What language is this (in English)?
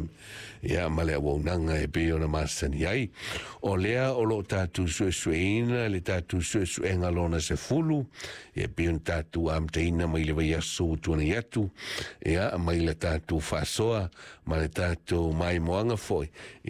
Samoan